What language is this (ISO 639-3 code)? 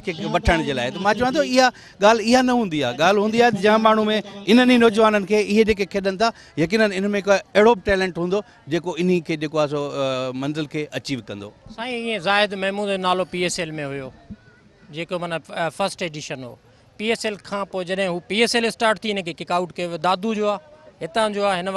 snd